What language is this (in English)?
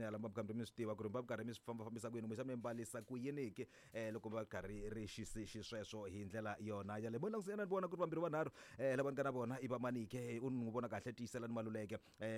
Tsonga